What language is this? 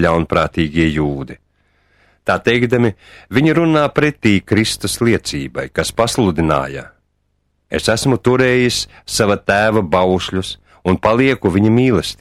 Latvian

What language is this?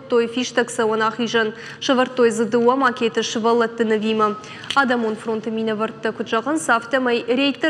Ossetic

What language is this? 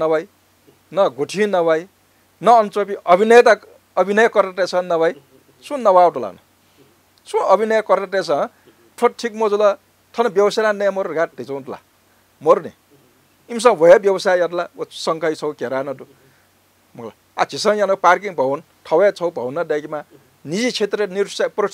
Newari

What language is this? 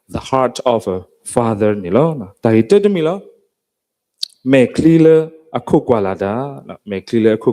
S'gaw Karen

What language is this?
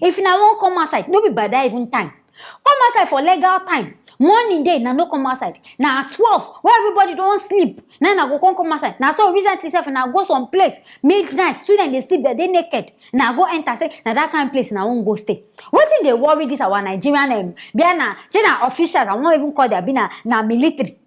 Nigerian Pidgin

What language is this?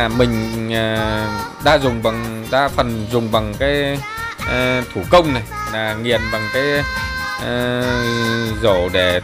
Vietnamese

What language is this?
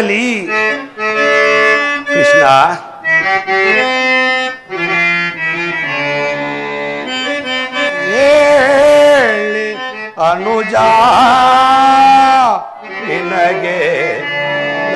Kannada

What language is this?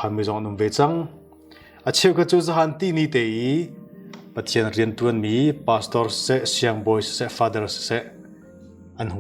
Hakha Chin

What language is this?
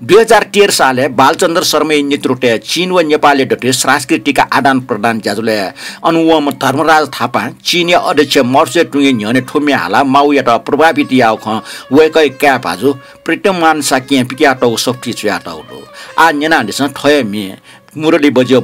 Newari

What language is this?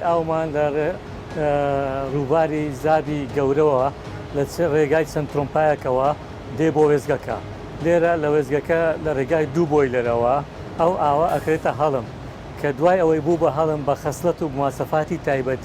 Central Kurdish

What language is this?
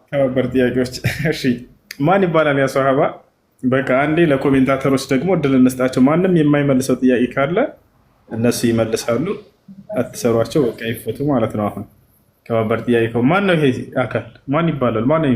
Amharic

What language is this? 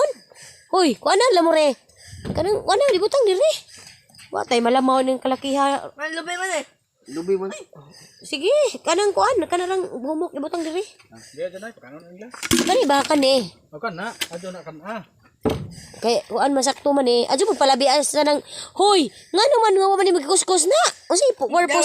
Cebuano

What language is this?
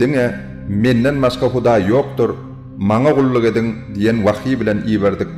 Turkmen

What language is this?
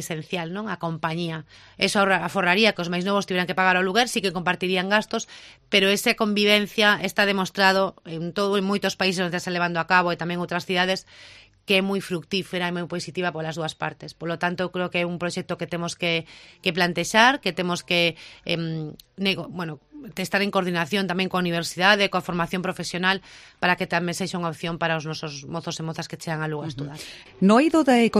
Galician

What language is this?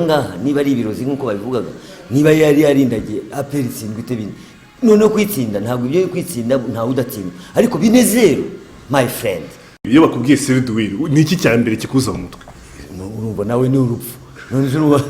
Kinyarwanda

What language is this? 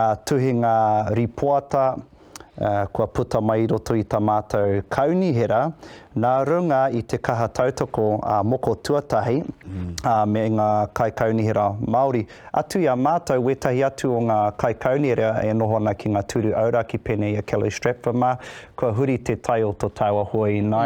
Māori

